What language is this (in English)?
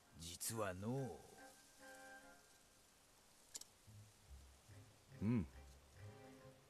Japanese